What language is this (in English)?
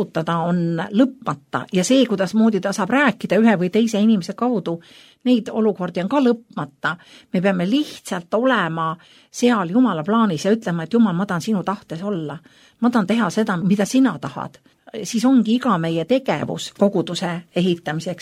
Estonian